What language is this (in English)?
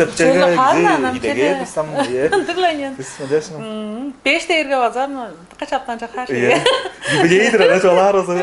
Tuvinian